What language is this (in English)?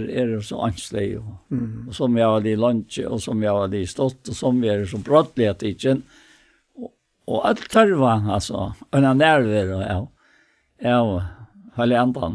Faroese